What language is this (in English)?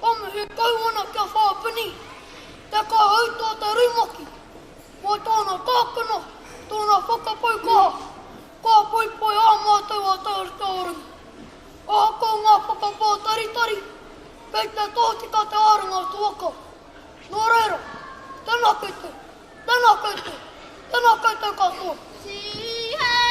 Māori